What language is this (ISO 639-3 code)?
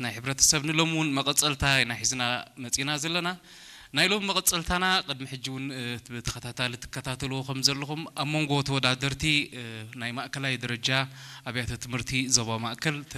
tir